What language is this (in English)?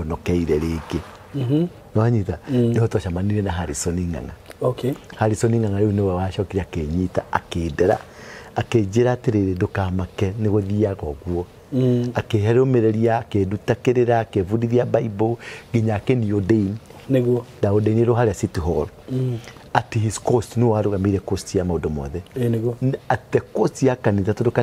Kikuyu